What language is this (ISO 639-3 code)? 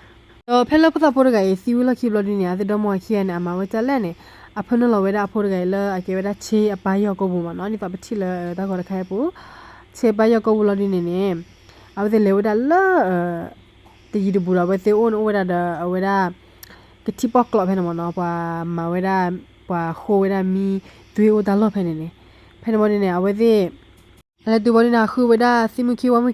ksw